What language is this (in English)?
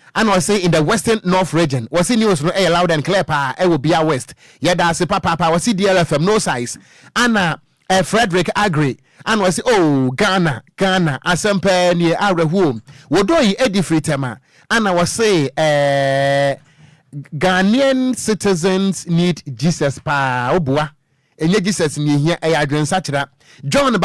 Akan